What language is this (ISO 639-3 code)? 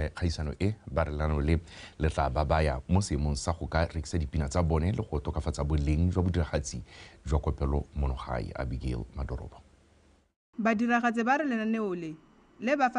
tsn